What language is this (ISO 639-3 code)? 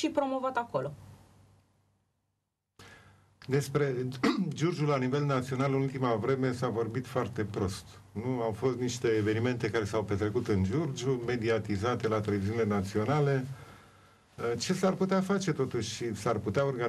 ron